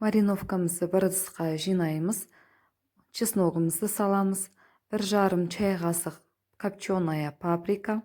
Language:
Kazakh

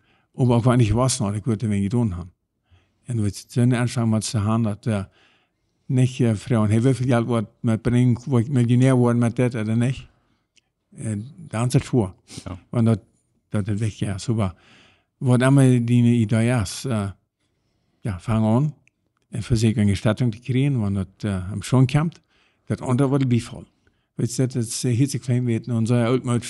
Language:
Plautdietsch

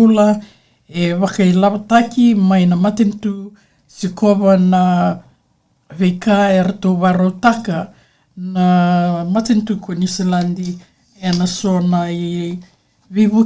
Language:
Fijian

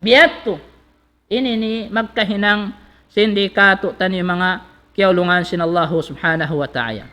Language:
Tausug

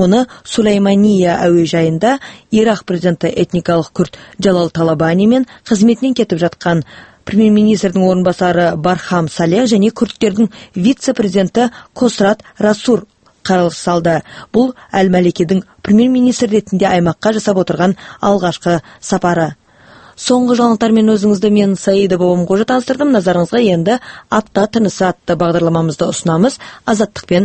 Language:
Kazakh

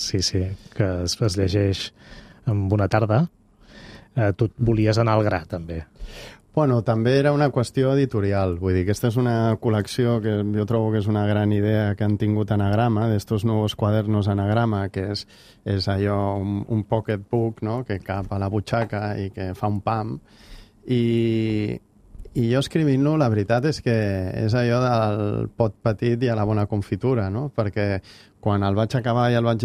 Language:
Catalan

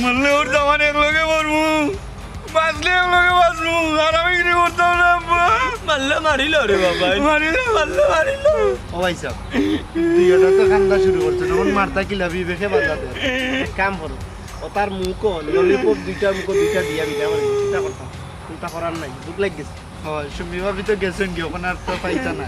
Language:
Sylheti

